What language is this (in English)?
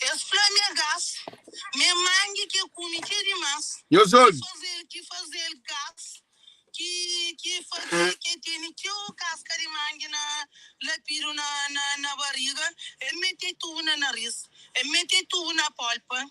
Kabuverdianu